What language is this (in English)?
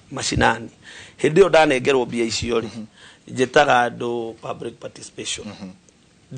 Kikuyu